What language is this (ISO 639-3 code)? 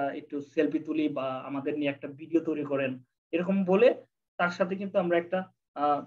ben